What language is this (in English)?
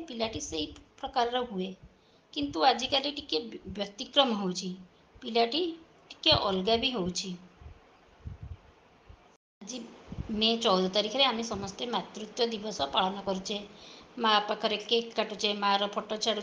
Odia